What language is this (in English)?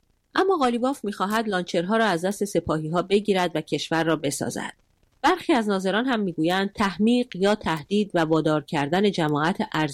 Persian